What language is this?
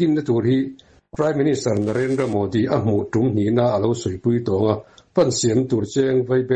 Mizo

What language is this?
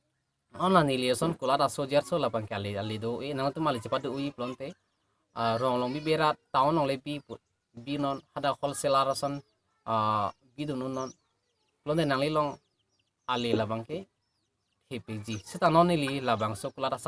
Karbi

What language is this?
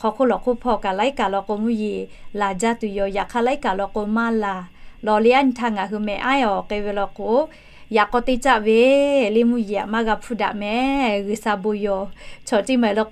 Lahu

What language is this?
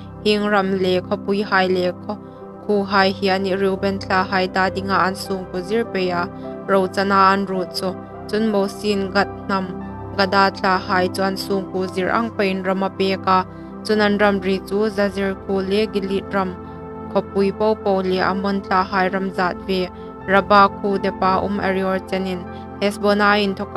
Hmar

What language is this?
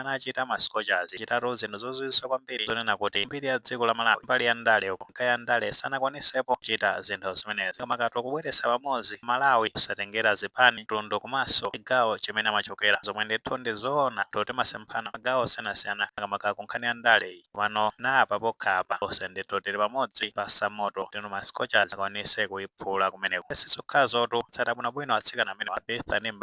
Nyanja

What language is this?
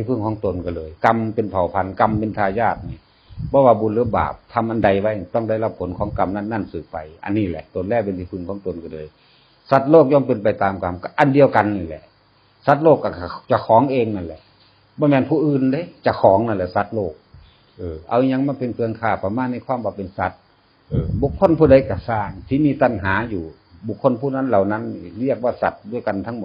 Northeastern Thai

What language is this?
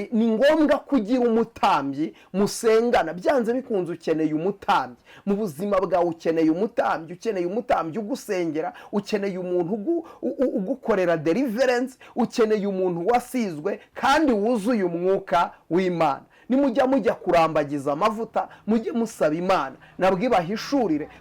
Kinyarwanda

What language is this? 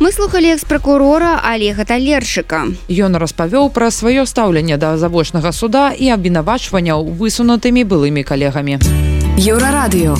Belarusian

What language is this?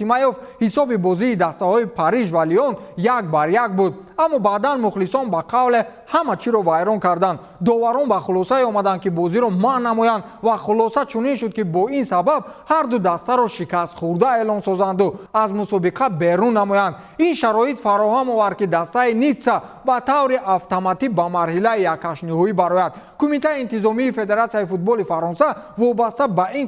Tajik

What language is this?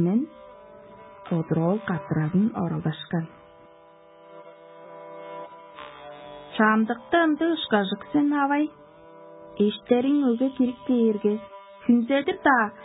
Tuvinian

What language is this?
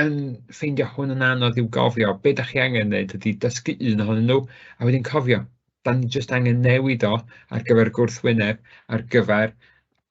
Welsh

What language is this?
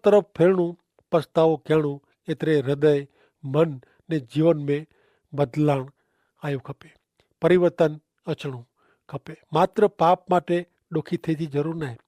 Kachhi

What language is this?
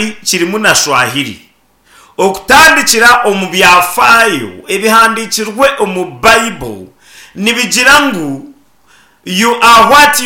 Nyankole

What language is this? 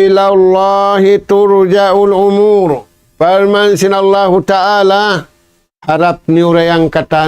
Tausug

